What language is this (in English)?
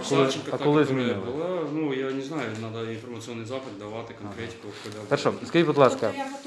Ukrainian